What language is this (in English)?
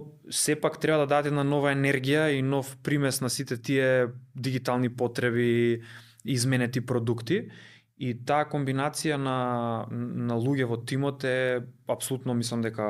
Macedonian